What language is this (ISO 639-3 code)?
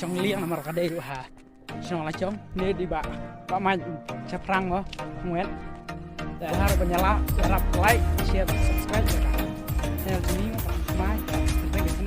kha